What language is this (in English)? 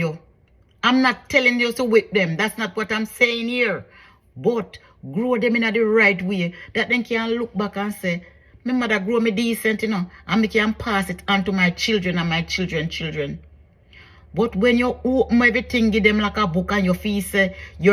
Jamaican Creole English